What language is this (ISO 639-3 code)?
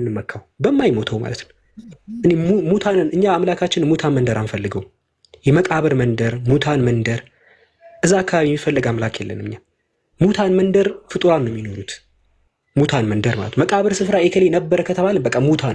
amh